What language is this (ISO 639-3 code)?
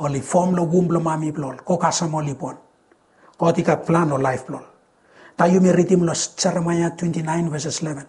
bis